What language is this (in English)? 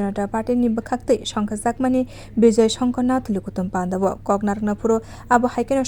Kok Borok